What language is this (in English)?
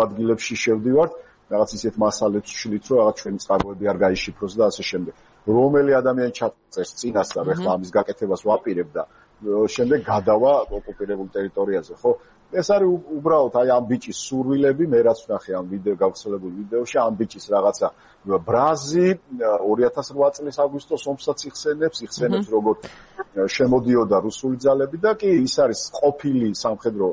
Georgian